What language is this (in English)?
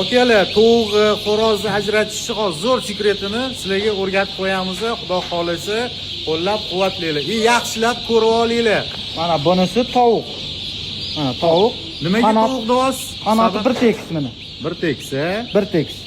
Uzbek